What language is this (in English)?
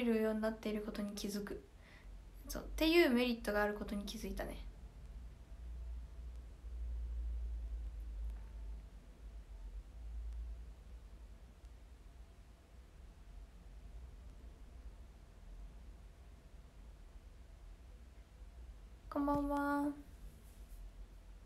Japanese